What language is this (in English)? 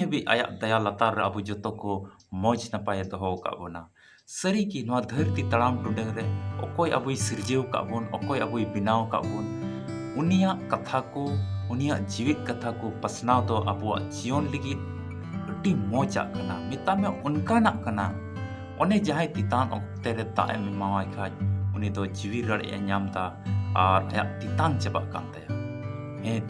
Santali